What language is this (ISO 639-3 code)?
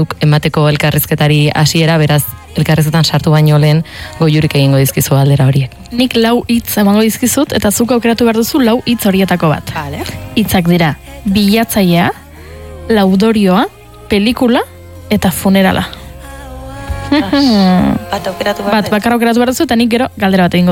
eus